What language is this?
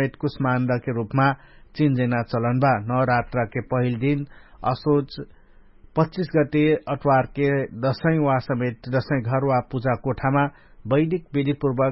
Dangaura Tharu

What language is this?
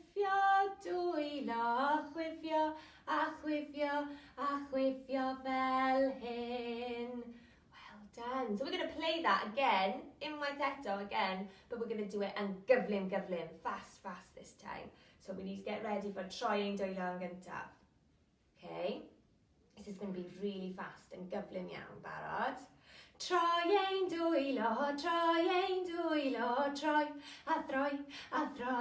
Welsh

